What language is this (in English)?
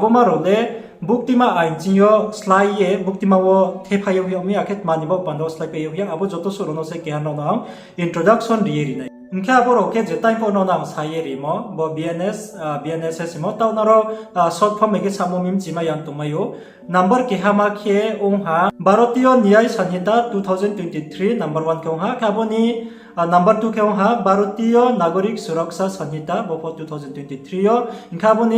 Riang (India)